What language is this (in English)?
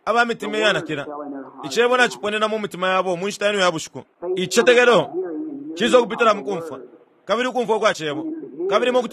Bemba